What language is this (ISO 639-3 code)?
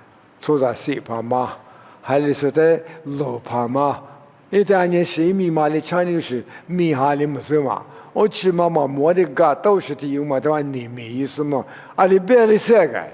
lis